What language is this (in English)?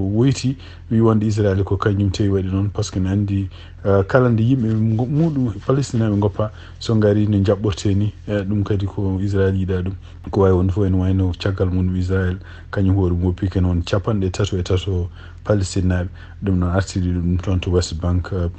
Fula